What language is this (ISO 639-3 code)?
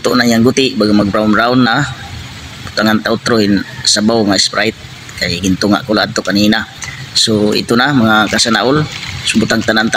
war